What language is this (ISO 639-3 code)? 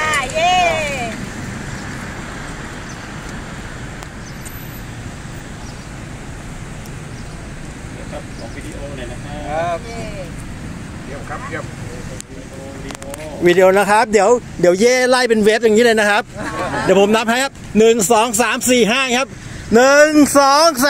tha